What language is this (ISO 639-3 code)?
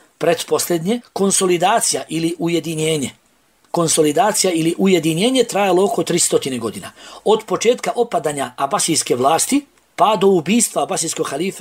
bos